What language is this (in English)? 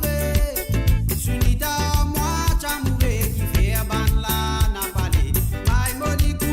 Morisyen